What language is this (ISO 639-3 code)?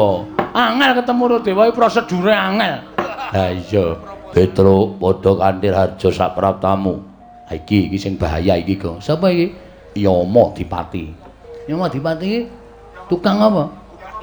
jav